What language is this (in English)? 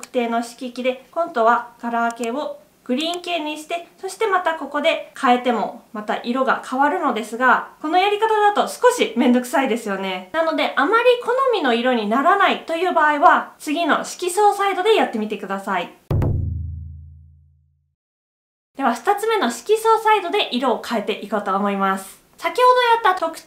Japanese